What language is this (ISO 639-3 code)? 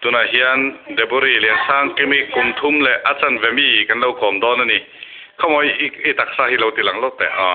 lus